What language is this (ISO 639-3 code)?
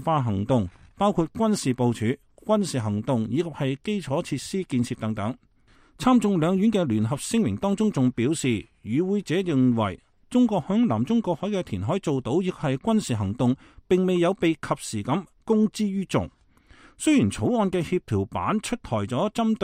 yue